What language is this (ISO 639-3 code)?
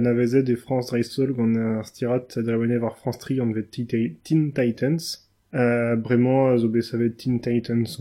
bre